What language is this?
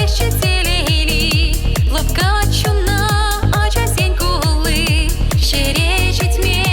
Chuvash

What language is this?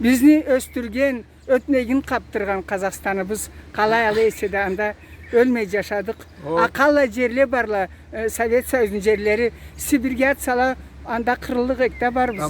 Karachay-Balkar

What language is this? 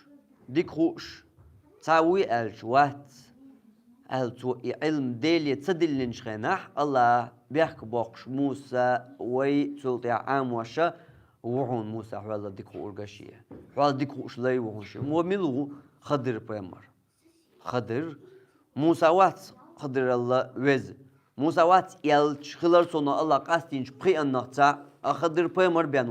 Chechen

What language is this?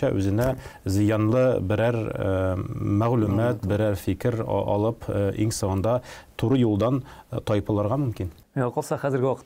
Tatar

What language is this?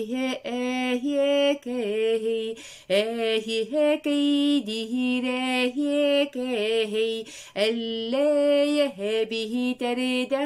Yakut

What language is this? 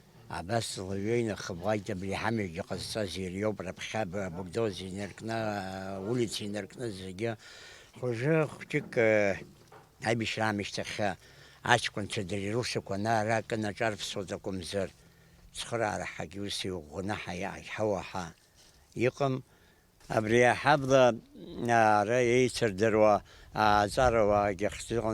Abkhazian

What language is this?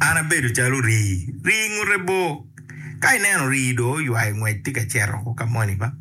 Acoli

